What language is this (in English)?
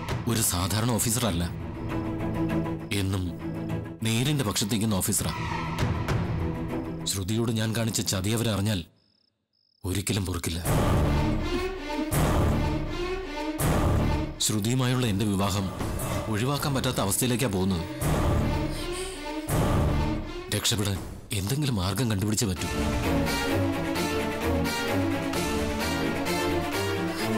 Malayalam